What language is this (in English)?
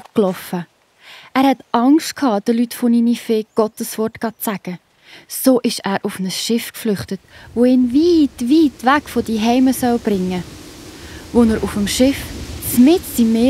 Swiss German